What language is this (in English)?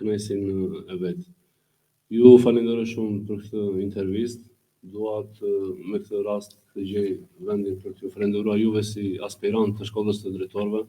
Albanian